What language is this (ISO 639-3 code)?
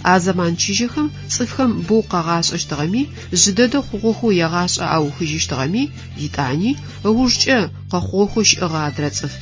ady